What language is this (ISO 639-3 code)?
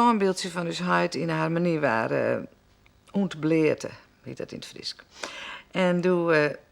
fry